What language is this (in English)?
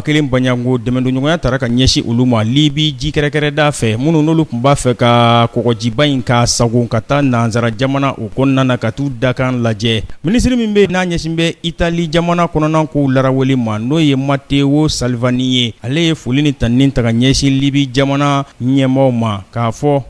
Bambara